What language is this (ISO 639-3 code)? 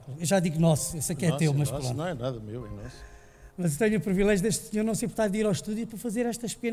por